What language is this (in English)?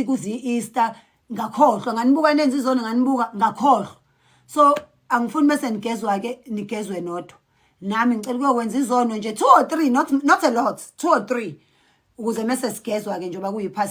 Zulu